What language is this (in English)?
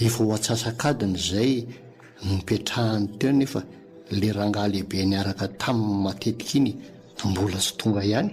Malagasy